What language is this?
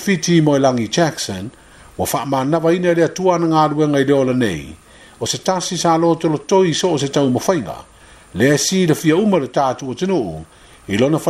Samoan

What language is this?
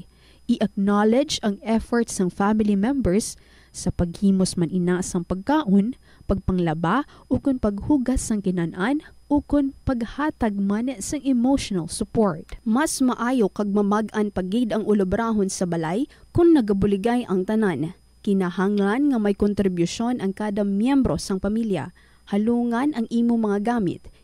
Hiligaynon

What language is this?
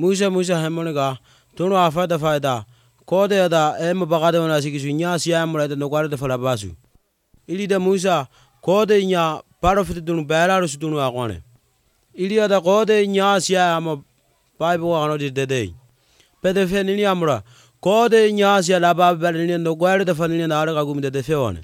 Basque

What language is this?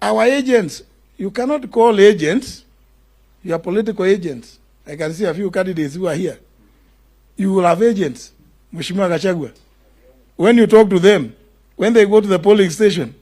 Gusii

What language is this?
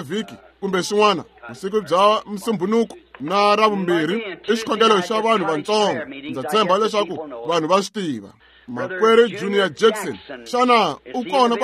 Tsonga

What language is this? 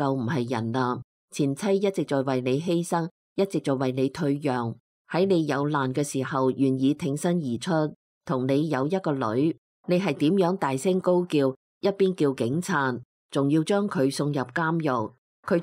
Cantonese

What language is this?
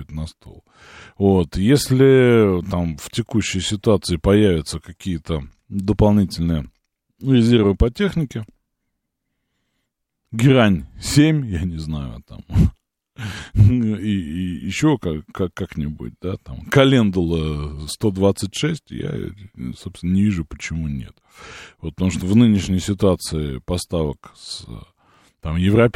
Russian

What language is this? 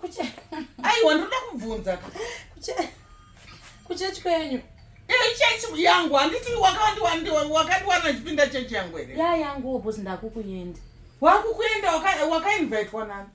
Shona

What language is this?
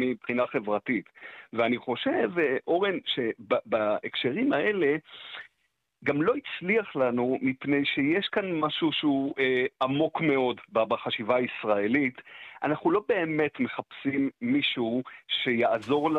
Hebrew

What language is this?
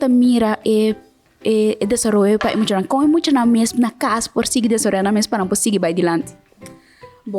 Papiamento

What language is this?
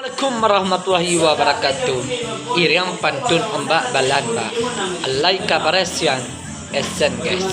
Minangkabau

